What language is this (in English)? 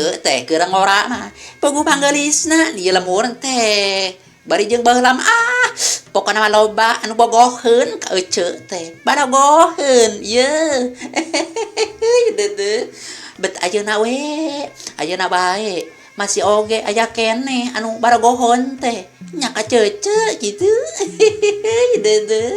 Sundanese